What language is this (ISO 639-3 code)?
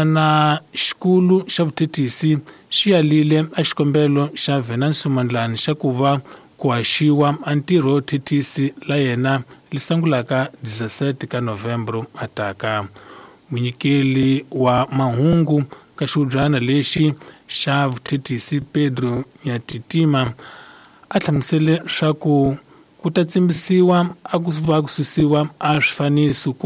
tso